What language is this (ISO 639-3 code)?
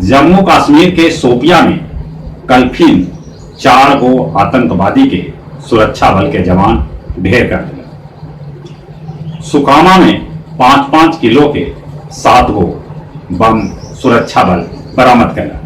mag